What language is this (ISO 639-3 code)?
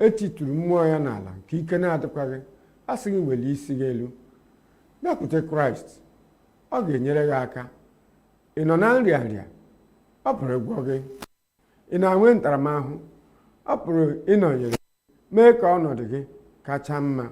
ibo